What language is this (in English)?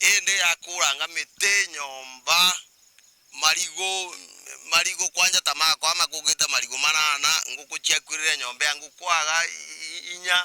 Meru